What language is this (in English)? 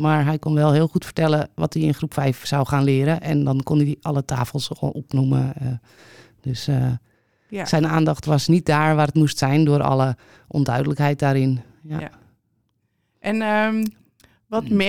Dutch